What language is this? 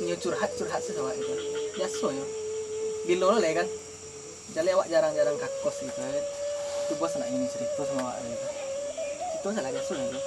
Minangkabau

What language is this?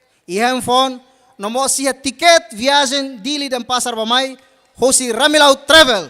Tetum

